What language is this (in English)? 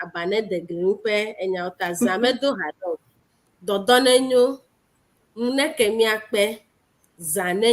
Ewe